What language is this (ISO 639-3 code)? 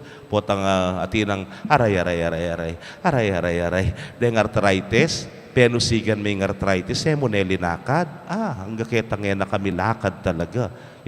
pam